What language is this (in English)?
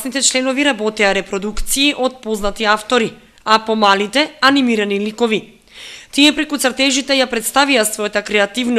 Macedonian